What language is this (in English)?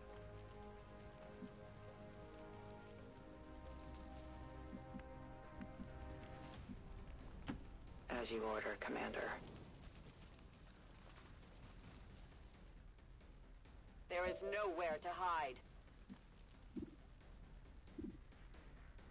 English